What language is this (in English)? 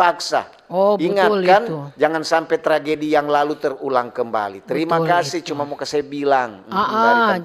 Manado Malay